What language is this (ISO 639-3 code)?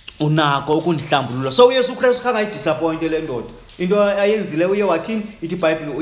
xho